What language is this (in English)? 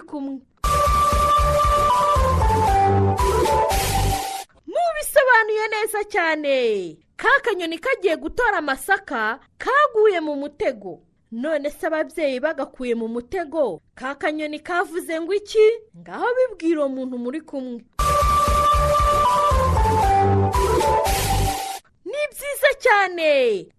Kinyarwanda